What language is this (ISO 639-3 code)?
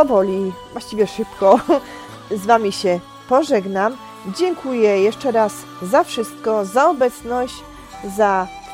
pol